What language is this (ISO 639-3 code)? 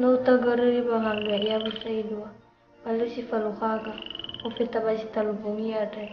nia